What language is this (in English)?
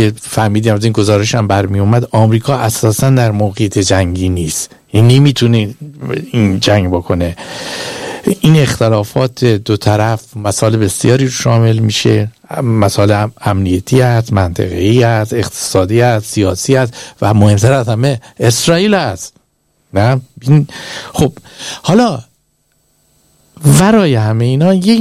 Persian